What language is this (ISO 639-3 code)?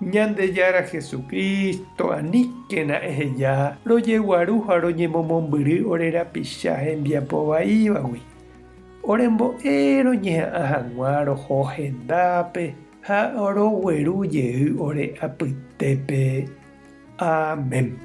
grn